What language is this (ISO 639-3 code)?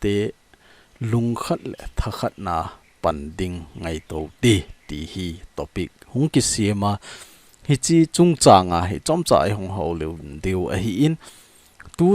tcz